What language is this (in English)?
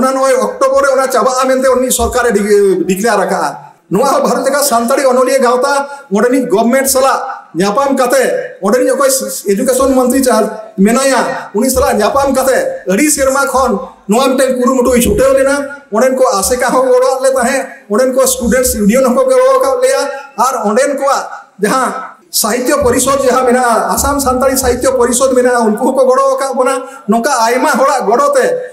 Santali